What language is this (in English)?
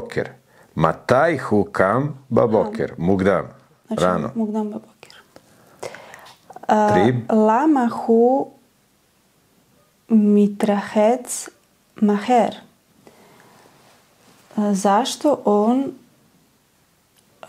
Serbian